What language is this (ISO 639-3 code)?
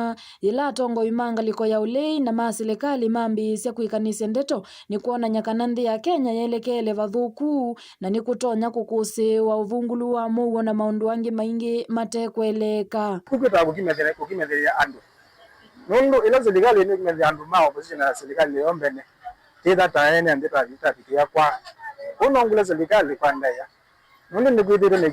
kam